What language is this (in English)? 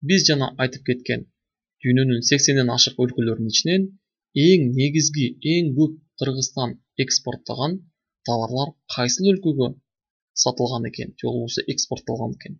Kyrgyz